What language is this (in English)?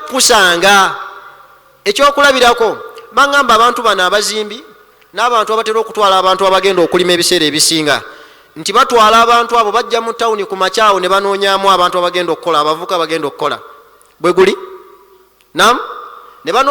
Ganda